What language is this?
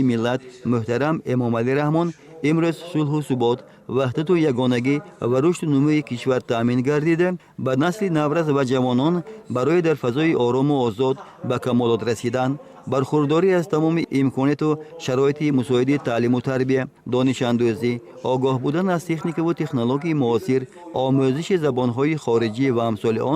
Tajik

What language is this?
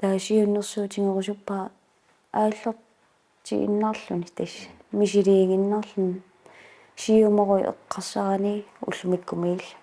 Kalaallisut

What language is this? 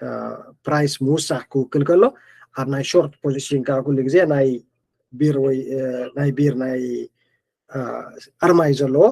Tigrinya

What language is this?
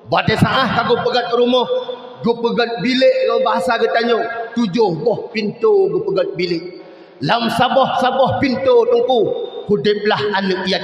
Achinese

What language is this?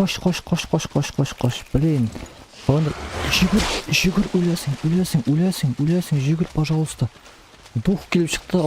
Tatar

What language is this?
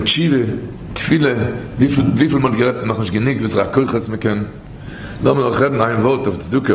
Yiddish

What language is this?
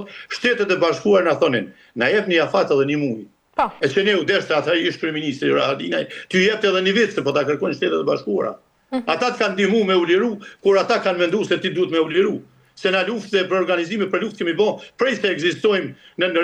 Albanian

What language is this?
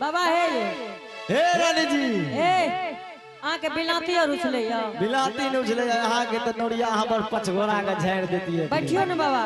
Angika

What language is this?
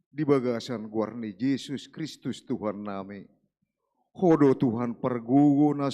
Batak Toba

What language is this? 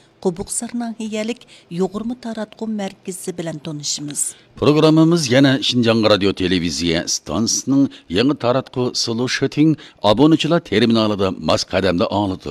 Uyghur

